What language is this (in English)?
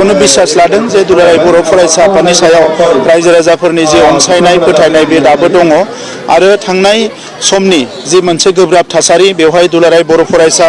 Bodo